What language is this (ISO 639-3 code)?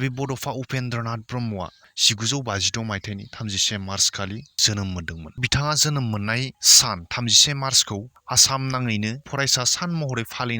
brx